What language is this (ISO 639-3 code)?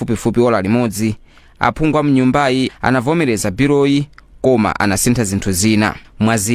nya